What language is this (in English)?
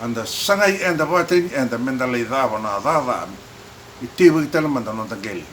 Fijian